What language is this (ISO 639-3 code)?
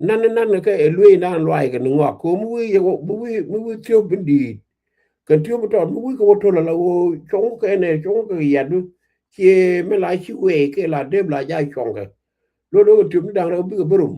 nus